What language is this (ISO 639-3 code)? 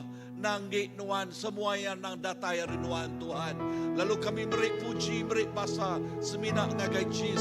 iba